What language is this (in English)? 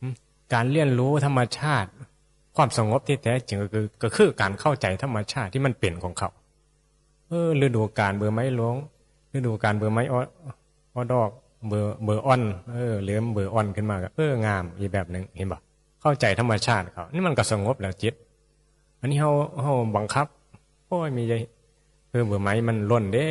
Northeastern Thai